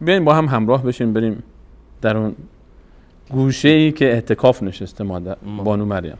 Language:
Persian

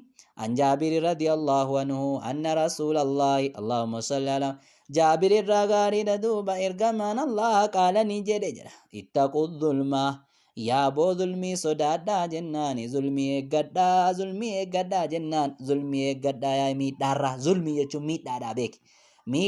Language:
Oromo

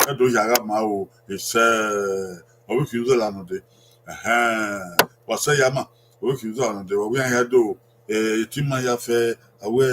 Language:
Bini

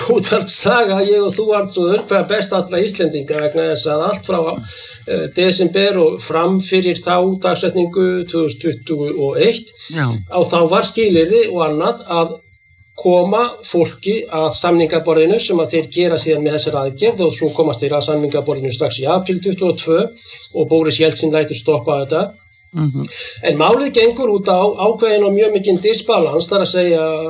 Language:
Icelandic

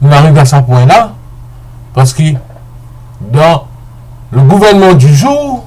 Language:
Morisyen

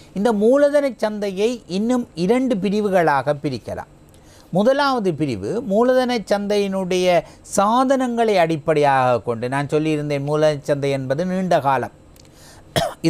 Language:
Tamil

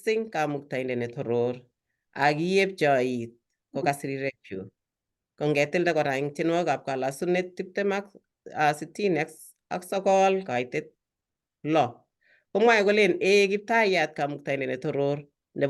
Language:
Kalenjin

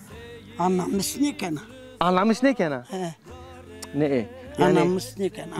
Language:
Zaza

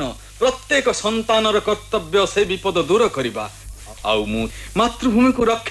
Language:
Odia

